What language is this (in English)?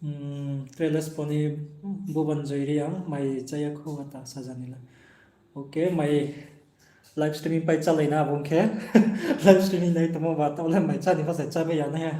Riang (India)